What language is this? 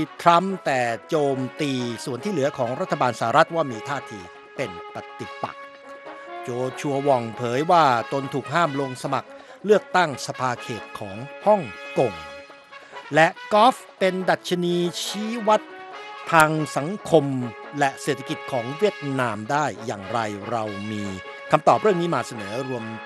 Thai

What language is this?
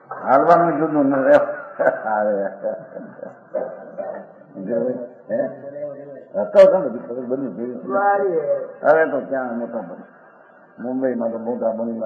Gujarati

